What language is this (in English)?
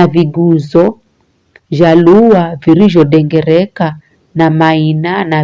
Giryama